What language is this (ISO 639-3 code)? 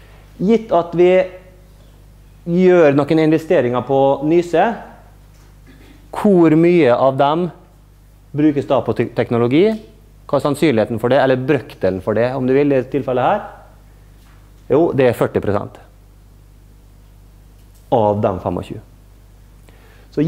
nor